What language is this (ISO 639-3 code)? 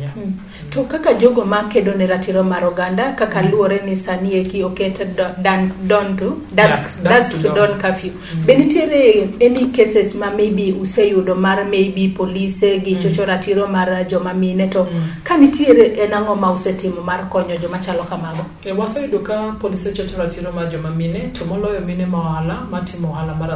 luo